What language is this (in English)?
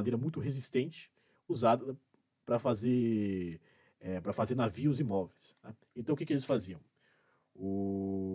Portuguese